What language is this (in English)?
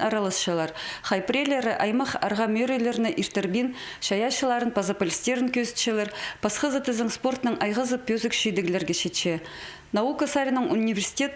Khakas